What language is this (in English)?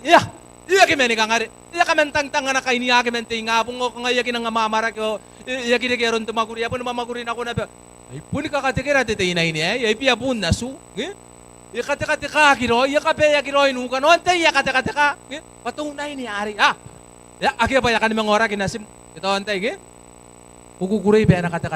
Gilbertese